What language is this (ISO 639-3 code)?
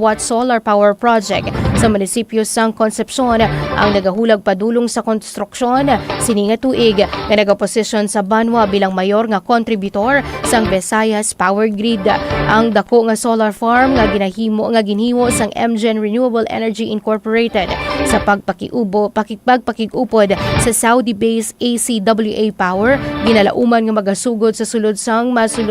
hil